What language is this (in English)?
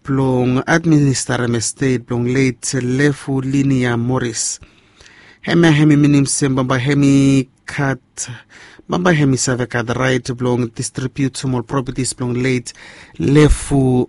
Bislama